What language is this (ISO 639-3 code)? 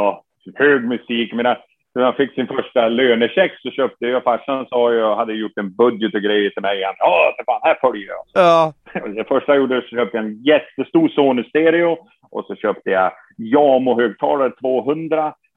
swe